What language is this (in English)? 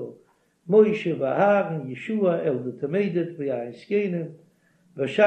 Yiddish